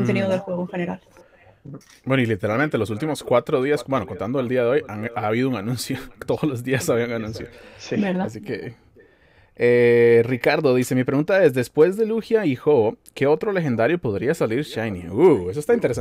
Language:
Spanish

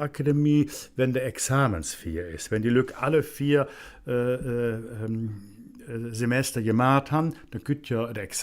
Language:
Colognian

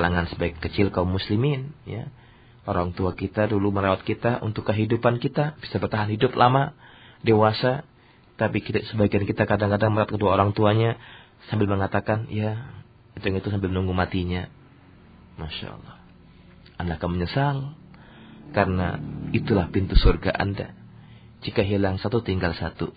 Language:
Indonesian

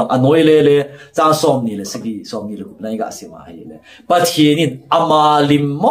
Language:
Thado Chin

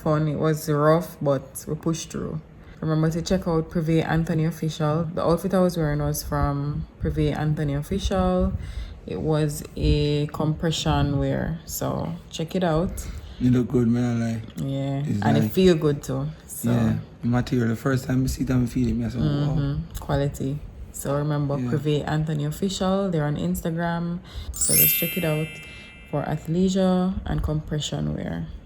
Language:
Jamaican Creole English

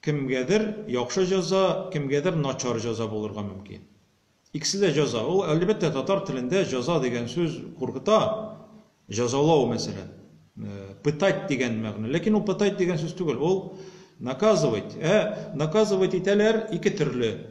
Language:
Tatar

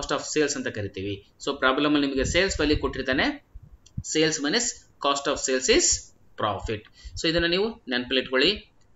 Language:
Kannada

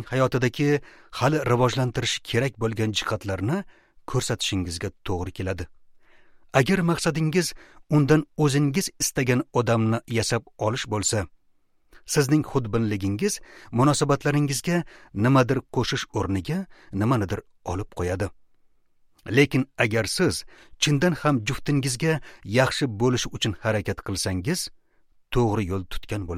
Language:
Uzbek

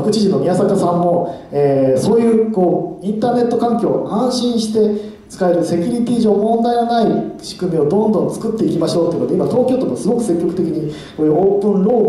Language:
Japanese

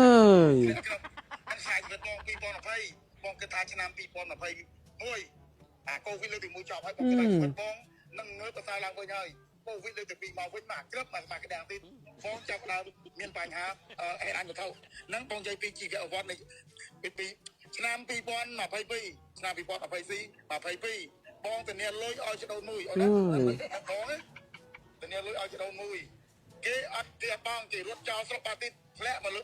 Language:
Khmer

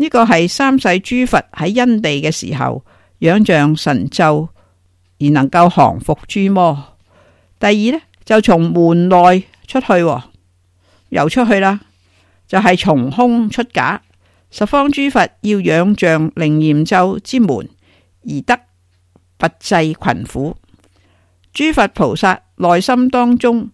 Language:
Cantonese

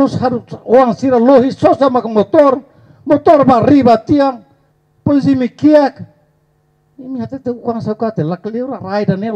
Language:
Tetum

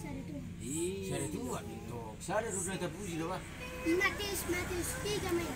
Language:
Batak Toba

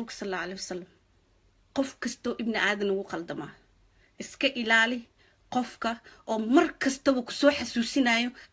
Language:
Somali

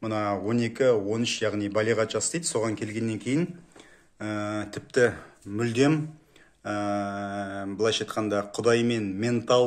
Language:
Kazakh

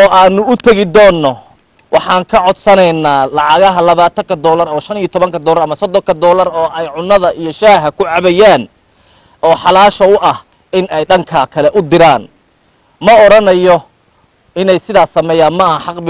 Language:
Somali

